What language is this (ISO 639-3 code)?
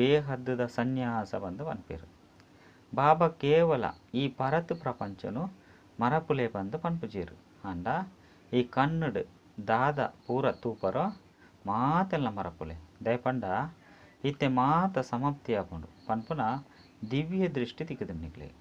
tcy